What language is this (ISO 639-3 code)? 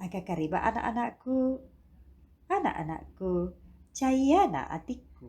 bug